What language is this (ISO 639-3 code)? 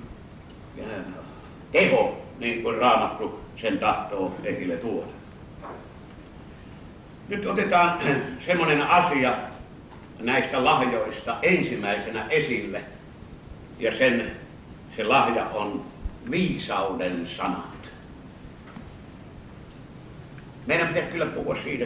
fin